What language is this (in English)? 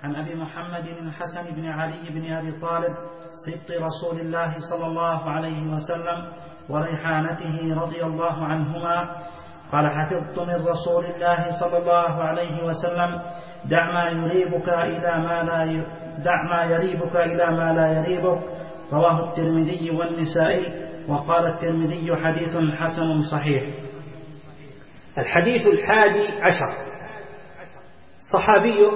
Arabic